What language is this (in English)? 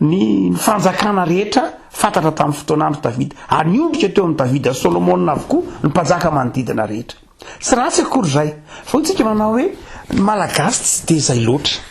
Malagasy